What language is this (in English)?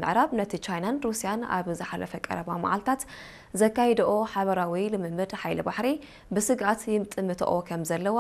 Tigrinya